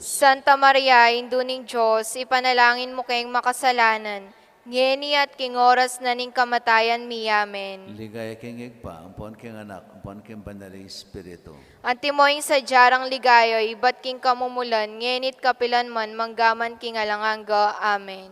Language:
Pampanga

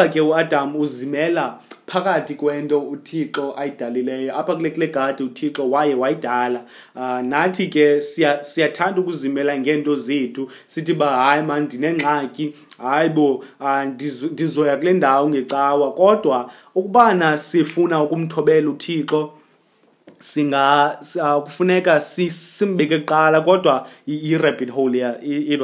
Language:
Xhosa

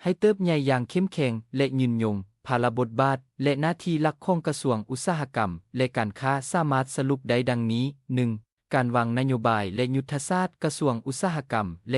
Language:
Lao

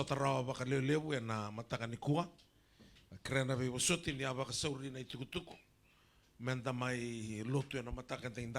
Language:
Fijian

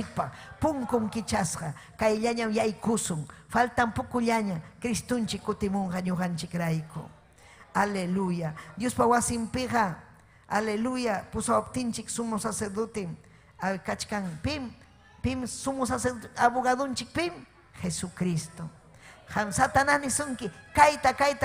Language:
Ayacucho Quechua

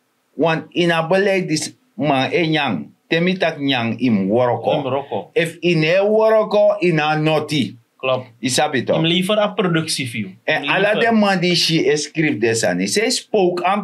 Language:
Sranan Tongo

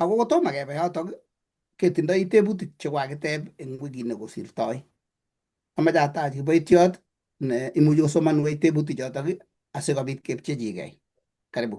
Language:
Kalenjin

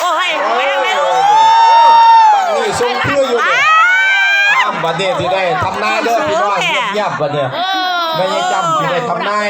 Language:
Northeastern Thai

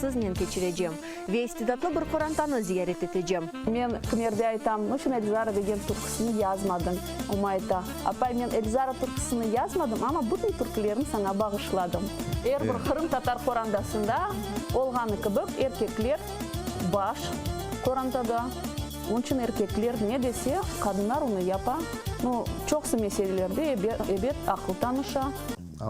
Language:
Crimean Tatar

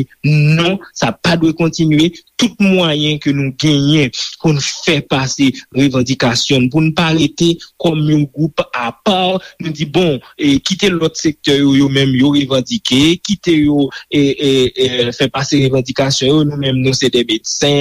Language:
Haitian Creole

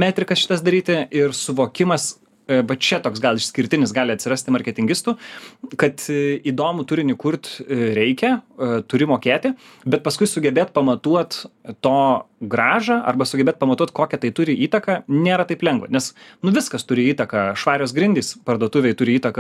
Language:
Lithuanian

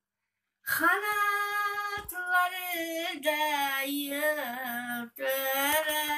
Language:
Crimean Tatar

